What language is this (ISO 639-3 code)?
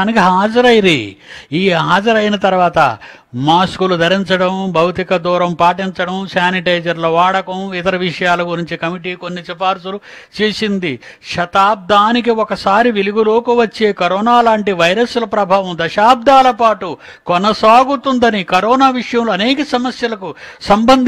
tel